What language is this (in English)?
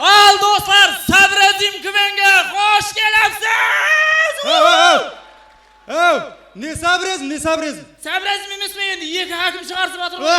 Kara-Kalpak